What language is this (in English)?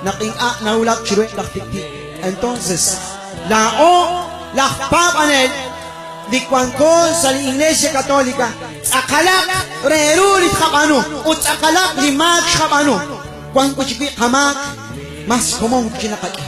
Kekchí